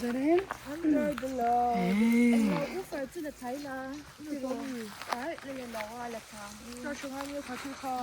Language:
Mizo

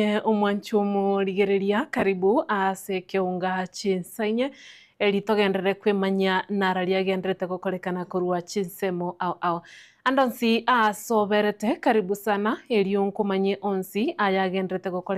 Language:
Gusii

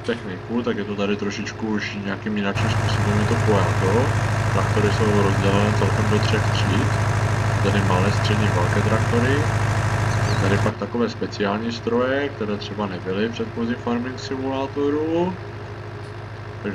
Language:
Czech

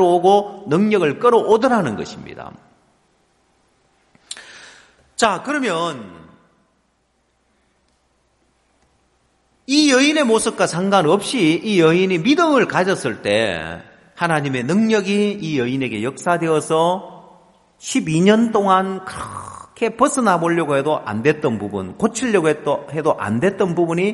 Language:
Korean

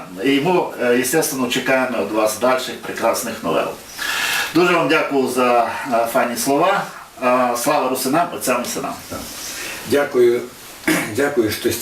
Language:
Rusyn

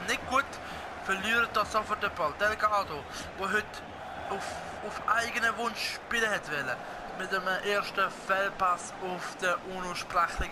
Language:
Swiss German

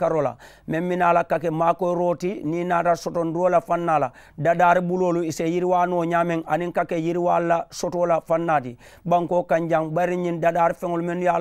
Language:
Mandingo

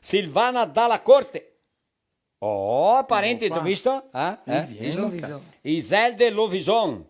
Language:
Venetian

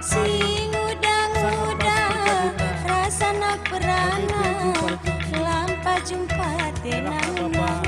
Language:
Batak Karo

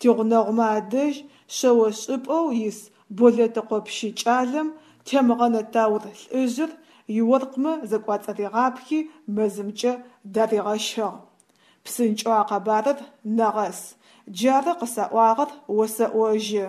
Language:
Adyghe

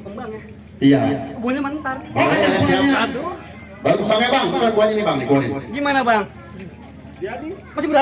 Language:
Betawi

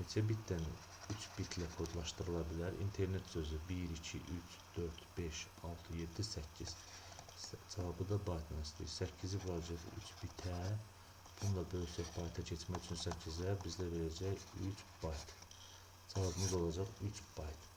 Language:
Azerbaijani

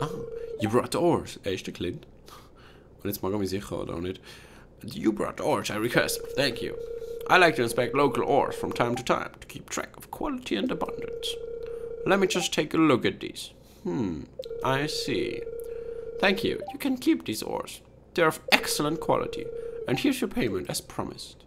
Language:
Swiss German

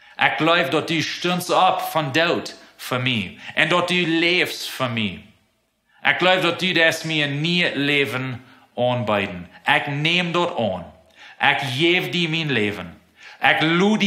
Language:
Plautdietsch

